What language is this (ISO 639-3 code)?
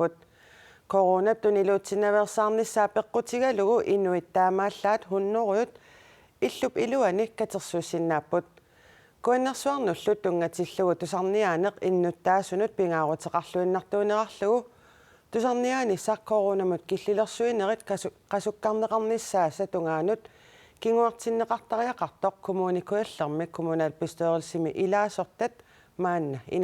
kal